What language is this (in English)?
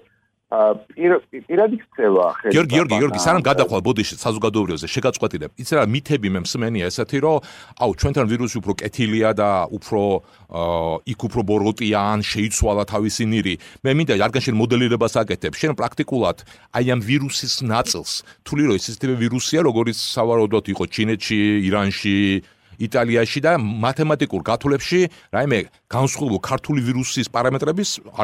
Georgian